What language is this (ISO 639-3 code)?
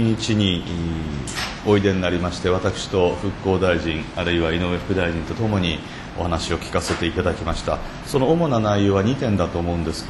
jpn